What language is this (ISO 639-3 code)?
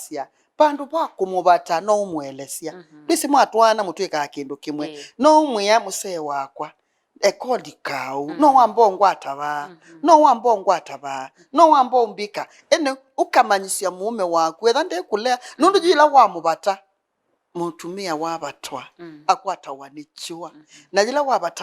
kam